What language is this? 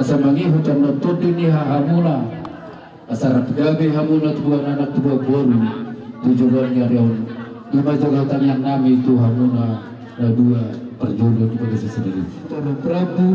Batak Toba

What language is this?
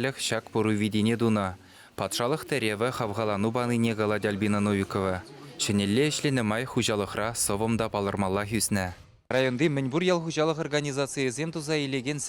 Chuvash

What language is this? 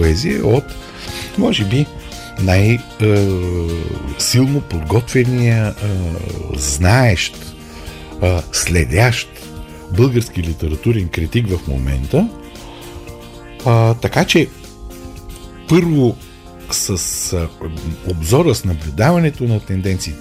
Bulgarian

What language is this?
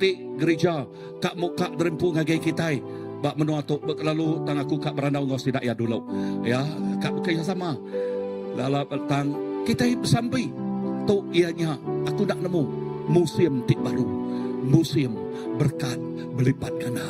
Iban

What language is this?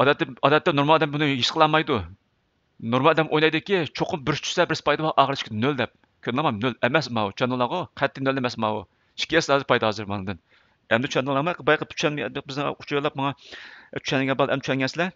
Uyghur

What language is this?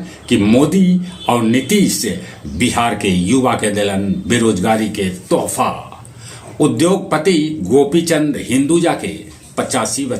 Magahi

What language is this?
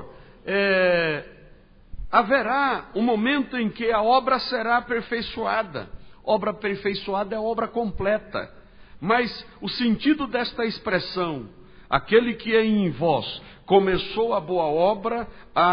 Portuguese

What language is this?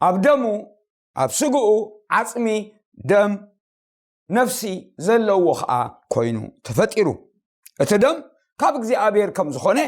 Tigrinya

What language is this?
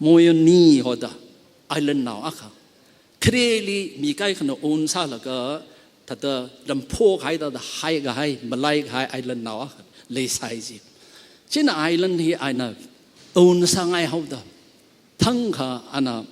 Tangkhul Naga (India)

